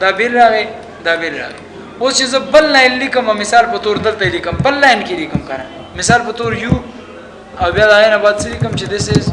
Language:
Pashto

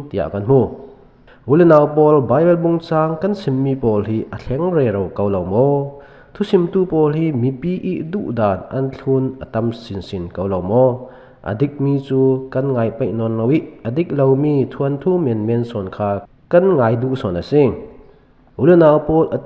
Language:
Falam Chin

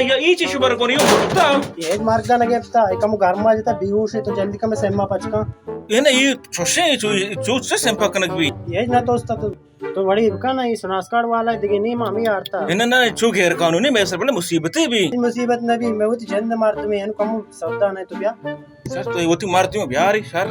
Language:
Baluchi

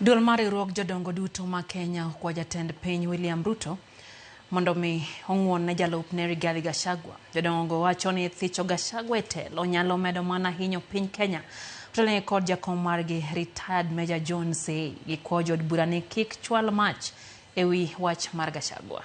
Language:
Luo (Kenya and Tanzania)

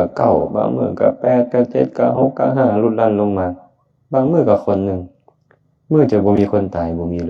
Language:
Lao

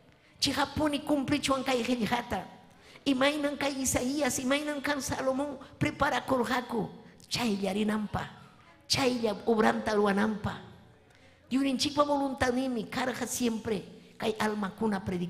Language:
Ayacucho Quechua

